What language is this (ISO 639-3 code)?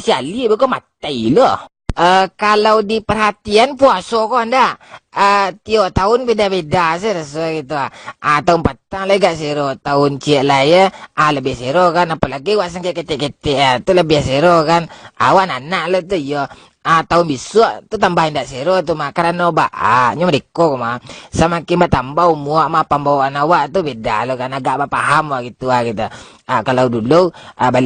min